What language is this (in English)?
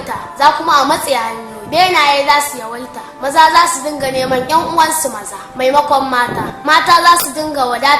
Hausa